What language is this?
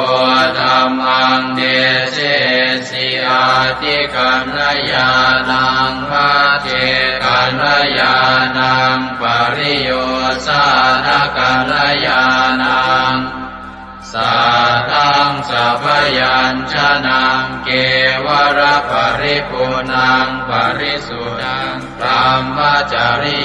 Pali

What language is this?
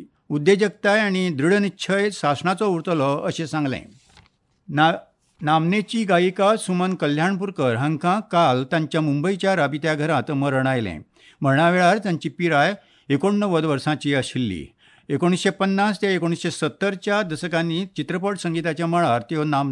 Konkani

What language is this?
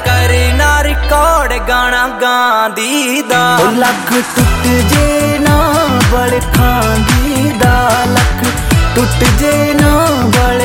Punjabi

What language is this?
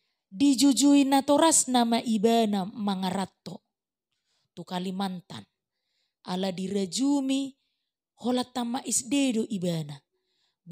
Batak Toba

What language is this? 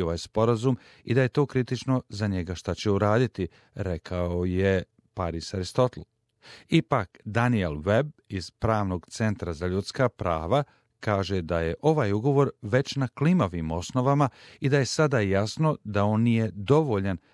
Croatian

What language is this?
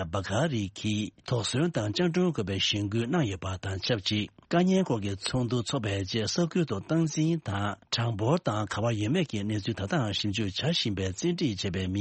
Tibetan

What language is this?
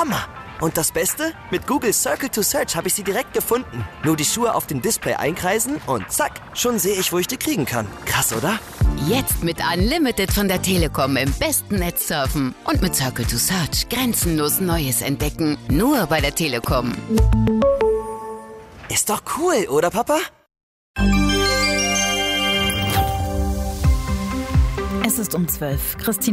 German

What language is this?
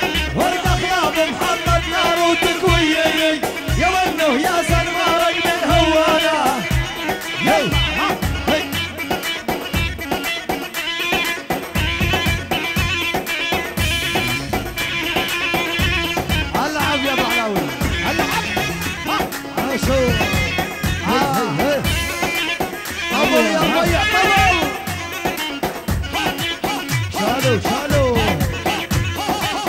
South Levantine Arabic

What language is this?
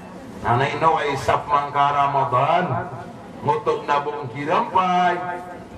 Maranao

